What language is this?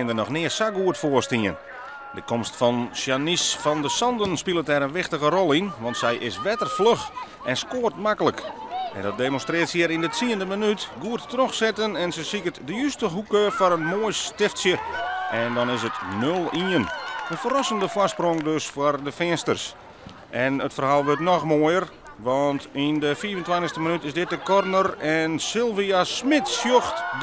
Western Frisian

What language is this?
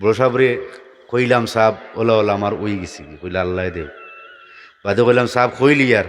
Sylheti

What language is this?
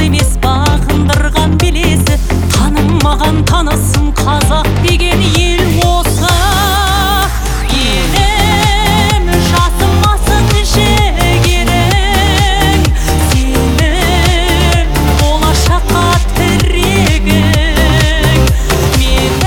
Kazakh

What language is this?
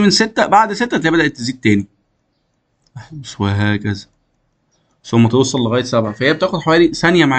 Egyptian Arabic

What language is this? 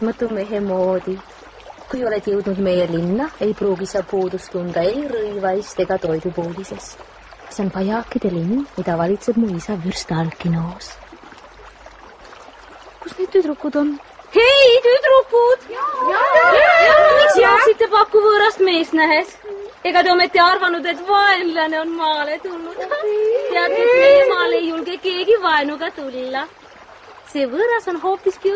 Estonian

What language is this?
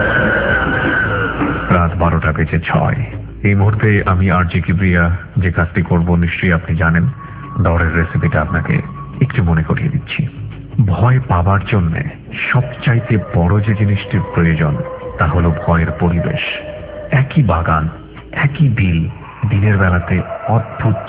Bangla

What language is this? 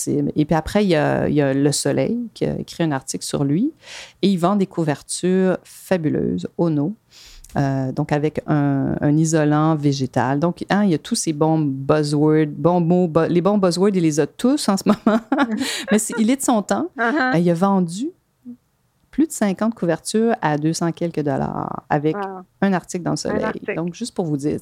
French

